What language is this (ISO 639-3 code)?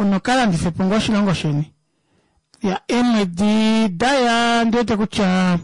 kua